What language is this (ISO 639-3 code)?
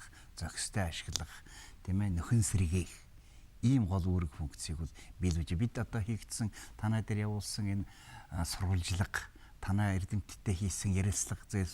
mon